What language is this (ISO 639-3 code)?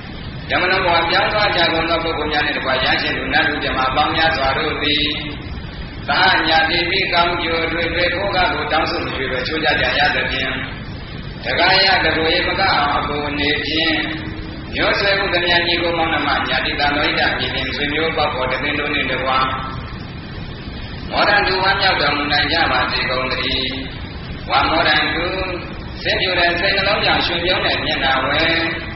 mya